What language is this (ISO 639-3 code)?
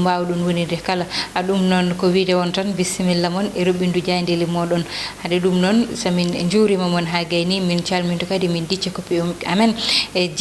ful